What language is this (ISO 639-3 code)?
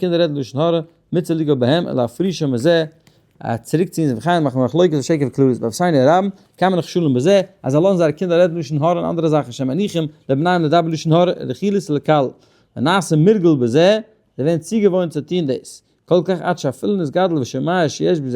yid